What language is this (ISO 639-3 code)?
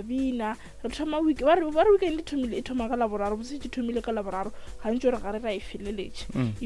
nso